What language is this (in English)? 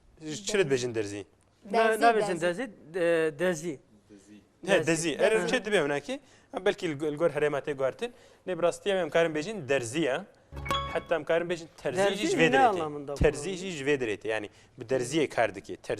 Kurdish